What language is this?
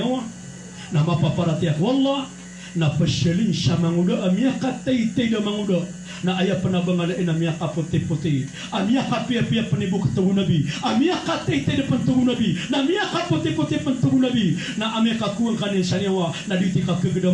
Maranao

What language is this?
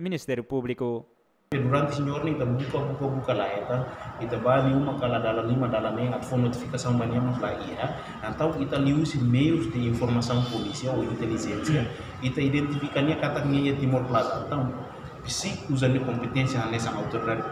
Tetum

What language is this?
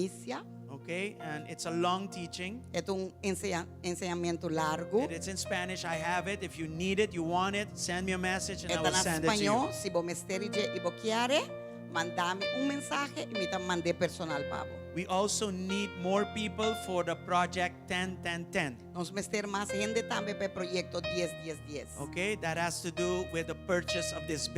Papiamento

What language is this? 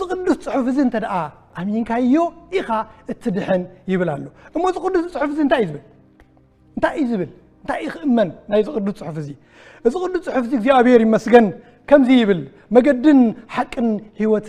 Tigrinya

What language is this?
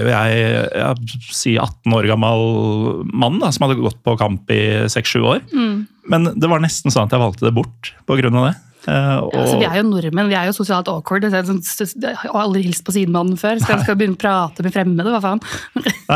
Norwegian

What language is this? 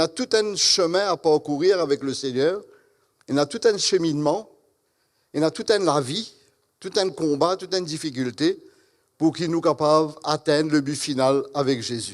Morisyen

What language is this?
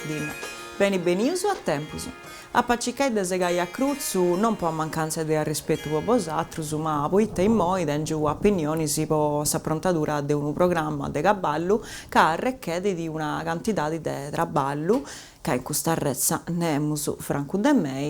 Sardinian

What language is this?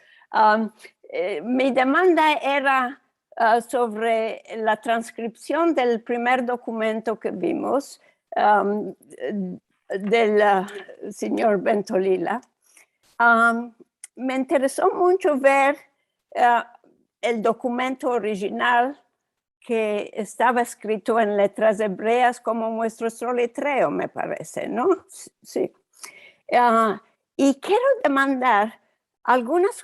Ladino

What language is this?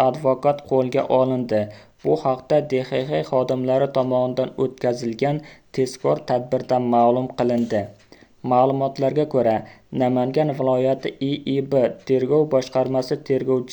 Uzbek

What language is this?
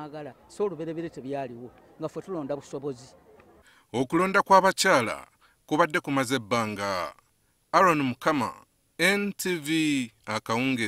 Ganda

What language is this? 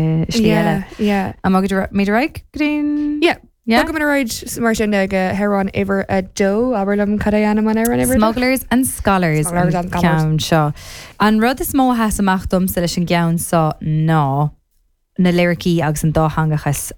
Irish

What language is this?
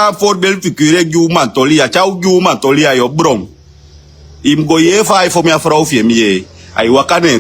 Sranan Tongo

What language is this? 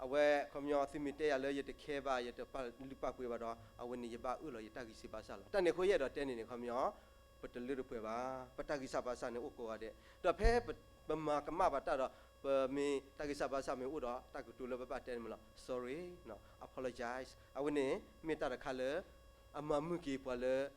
S'gaw Karen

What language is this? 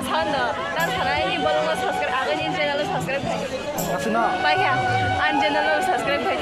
Kok Borok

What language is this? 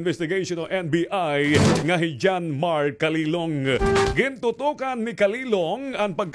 Waray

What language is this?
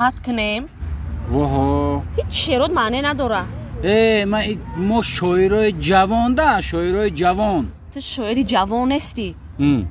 Tajik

